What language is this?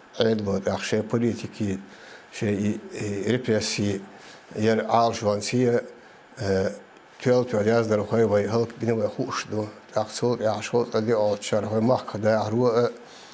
Chechen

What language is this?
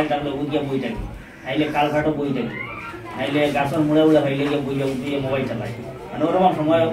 Sylheti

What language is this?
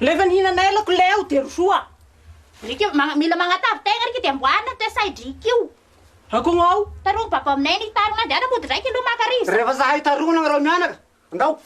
Malagasy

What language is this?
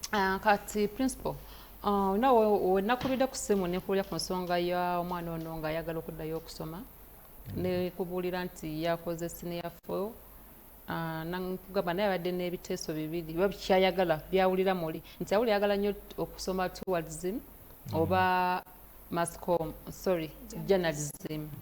Ganda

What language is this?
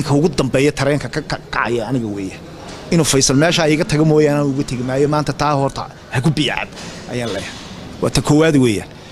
Somali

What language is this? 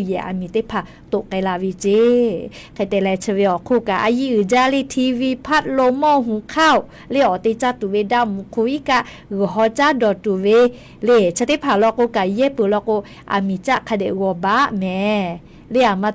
Lahu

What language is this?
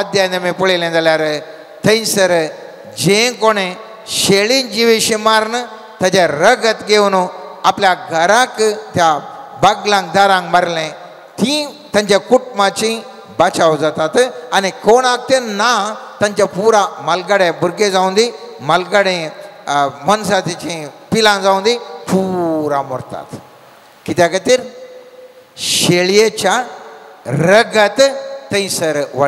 Konkani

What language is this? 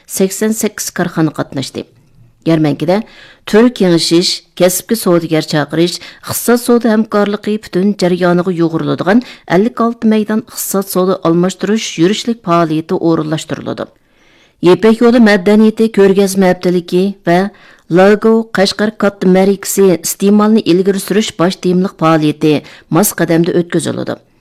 Uyghur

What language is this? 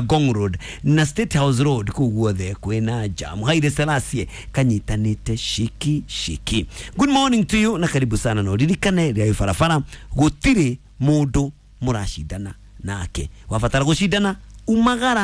Kikuyu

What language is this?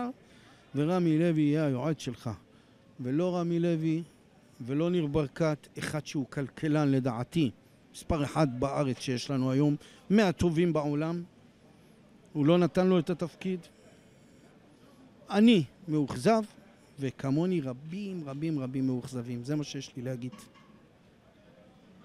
Hebrew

